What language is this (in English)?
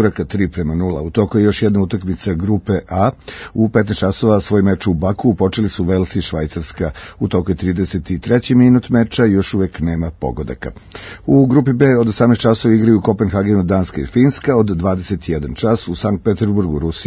Serbian